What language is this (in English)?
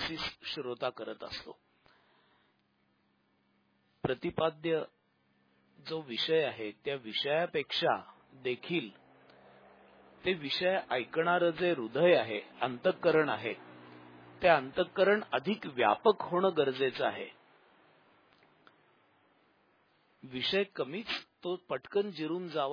Marathi